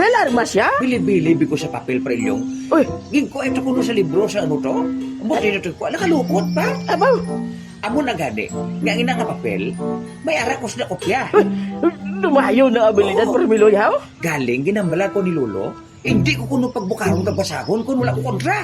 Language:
Hiligaynon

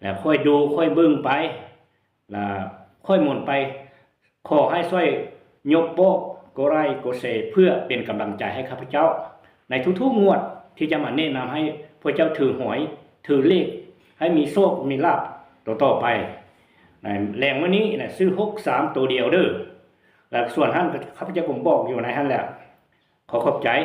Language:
Lao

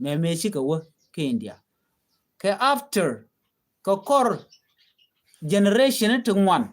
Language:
Nuer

